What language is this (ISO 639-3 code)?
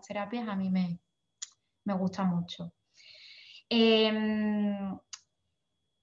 spa